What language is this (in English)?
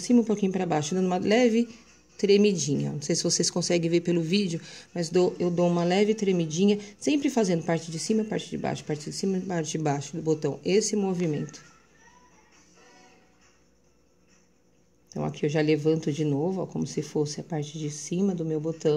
Portuguese